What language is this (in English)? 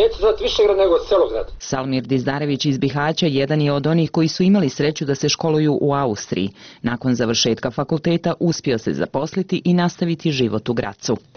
Bosnian